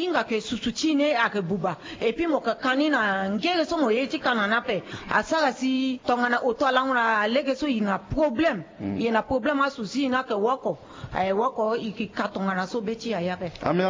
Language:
Sango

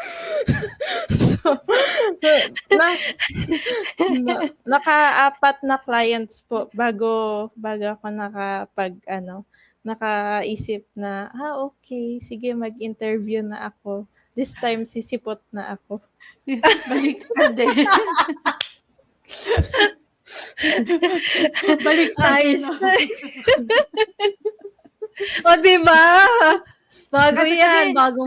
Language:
Filipino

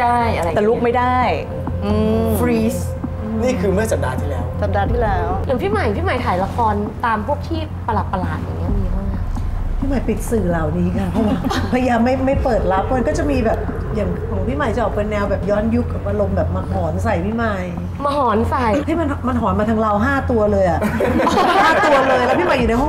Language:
Thai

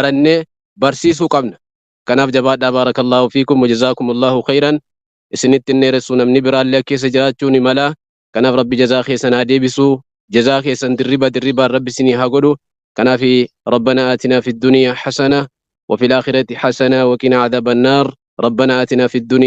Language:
Oromo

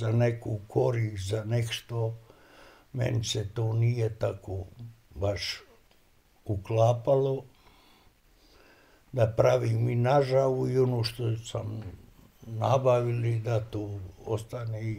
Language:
Bosnian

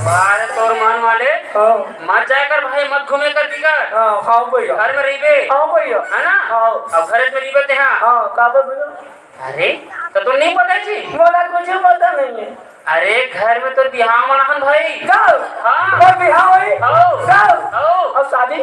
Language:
Chhattisgarhi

